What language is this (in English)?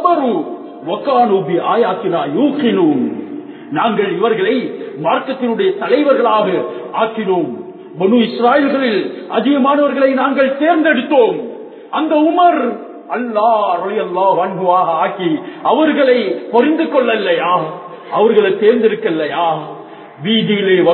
Tamil